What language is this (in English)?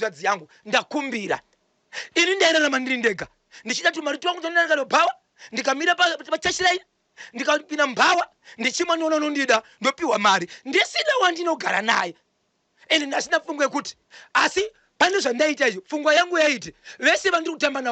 Shona